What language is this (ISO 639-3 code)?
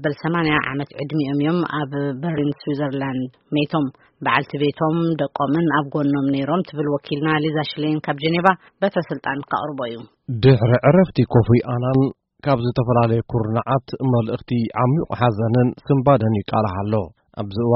tir